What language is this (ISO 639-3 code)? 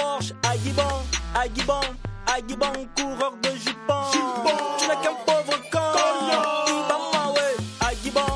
fra